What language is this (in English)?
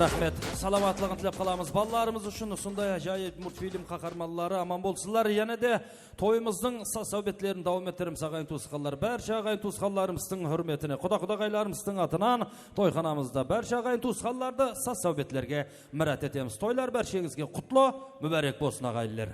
Kara-Kalpak